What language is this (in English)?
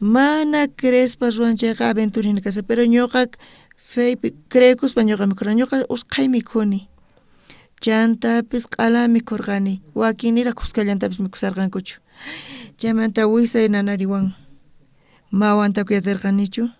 South Bolivian Quechua